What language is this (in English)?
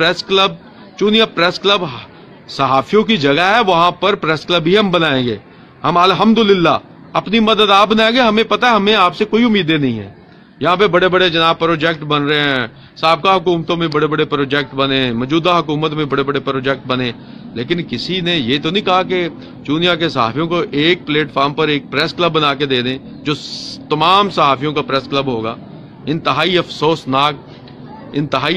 Urdu